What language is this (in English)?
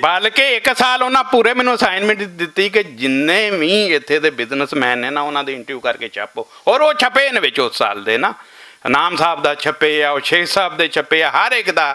Western Panjabi